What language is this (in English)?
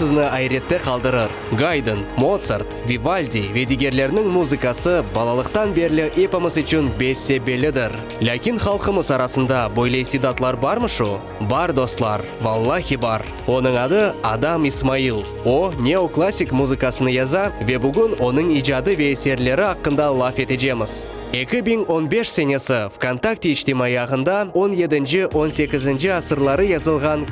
Crimean Tatar